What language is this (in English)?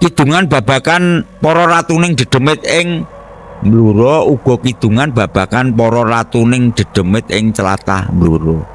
Javanese